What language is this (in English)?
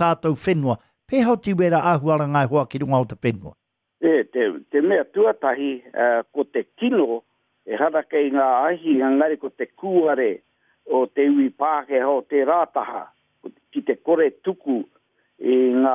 Māori